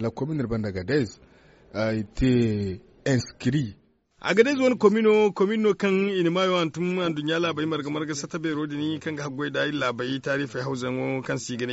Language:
Zarma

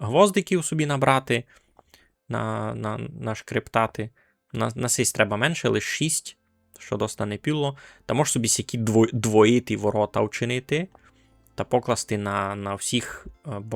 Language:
Rusyn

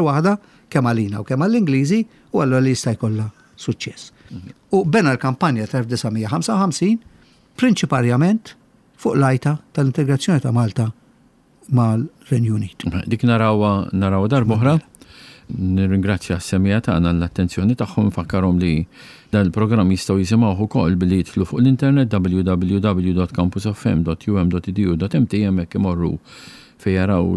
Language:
Maltese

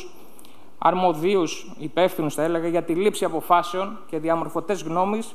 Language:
Greek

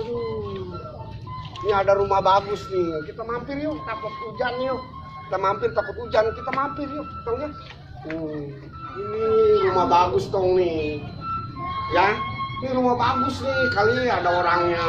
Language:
Betawi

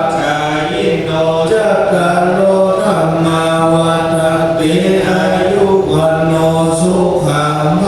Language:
Pali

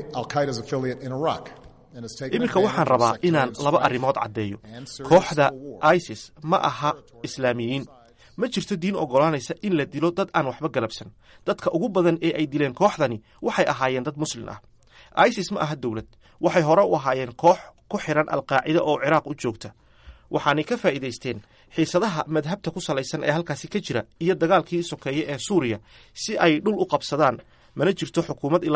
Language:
Somali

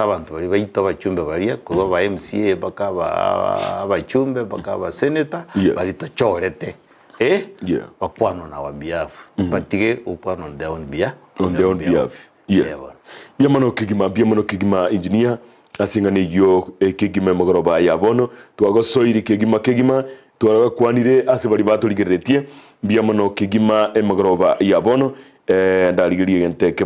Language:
Gusii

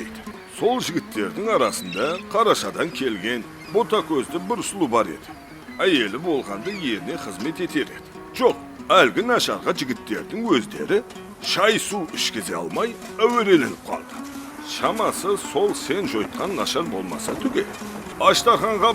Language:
Kara-Kalpak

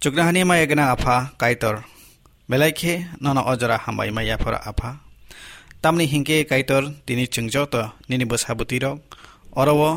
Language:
Kok Borok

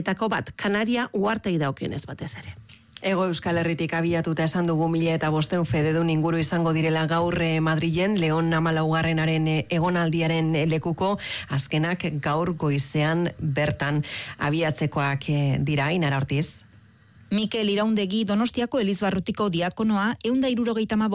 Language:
Basque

